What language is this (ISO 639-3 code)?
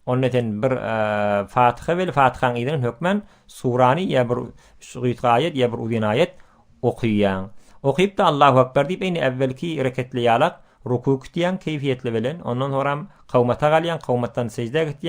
tuk